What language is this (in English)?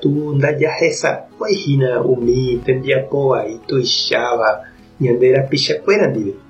Guarani